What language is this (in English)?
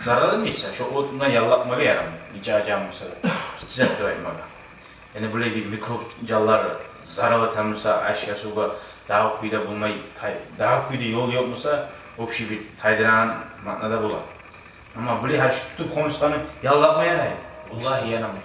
Kumyk